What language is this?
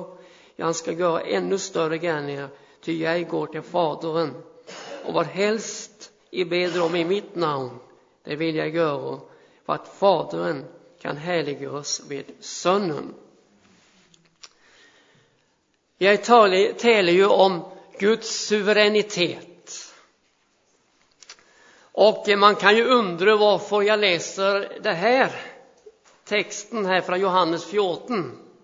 Swedish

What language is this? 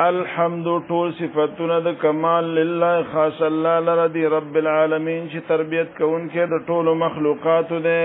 Pashto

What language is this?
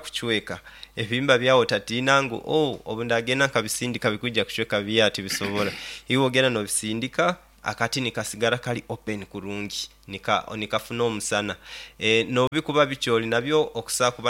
Nyoro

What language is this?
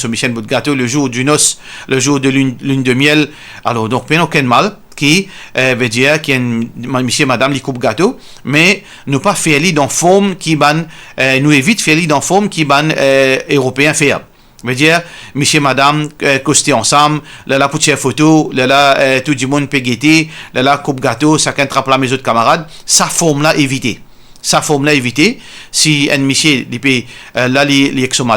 Morisyen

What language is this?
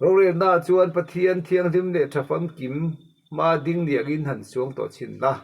Mizo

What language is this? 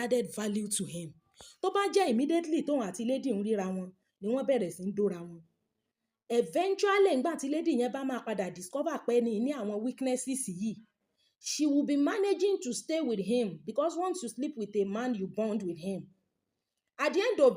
Yoruba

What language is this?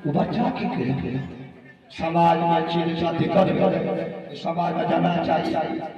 Maithili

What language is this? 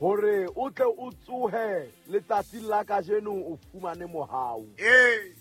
Southern Sotho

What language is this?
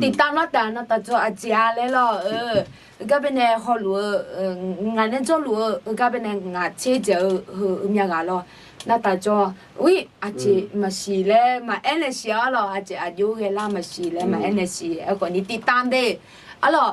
Akha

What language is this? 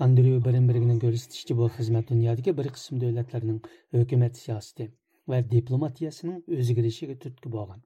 Uyghur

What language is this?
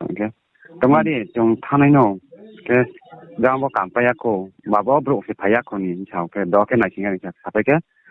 Riang (India)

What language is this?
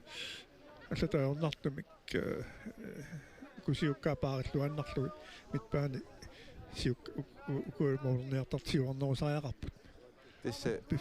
Kalaallisut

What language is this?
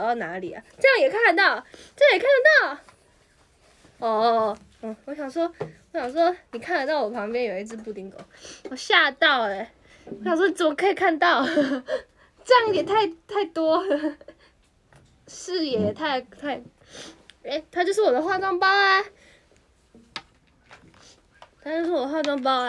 Chinese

